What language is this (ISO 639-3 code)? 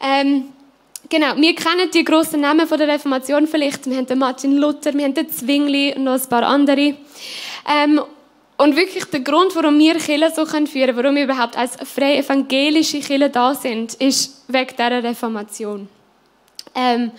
gsw